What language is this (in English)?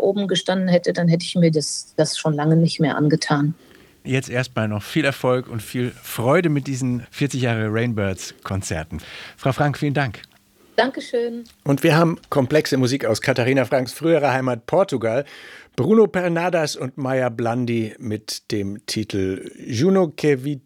German